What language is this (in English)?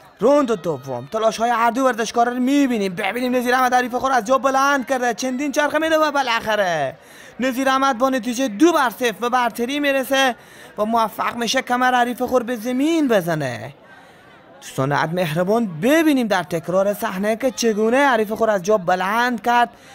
Persian